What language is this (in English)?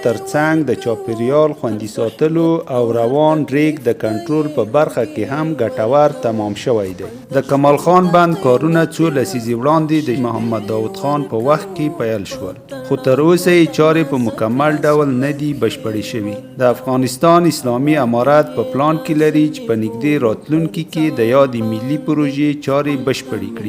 Pashto